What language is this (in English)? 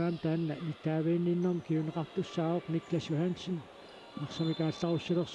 Kalaallisut